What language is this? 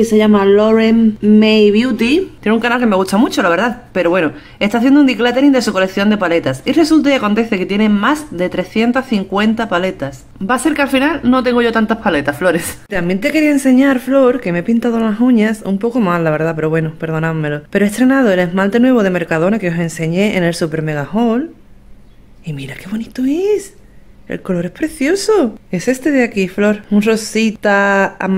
Spanish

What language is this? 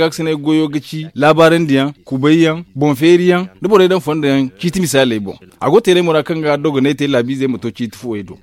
Zarma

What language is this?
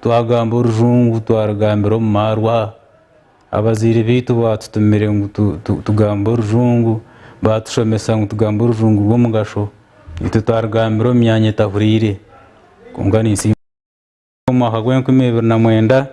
Nyankole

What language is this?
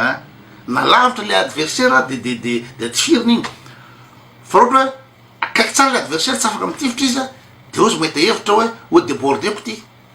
Malagasy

